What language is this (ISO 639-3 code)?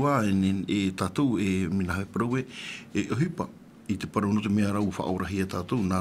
tah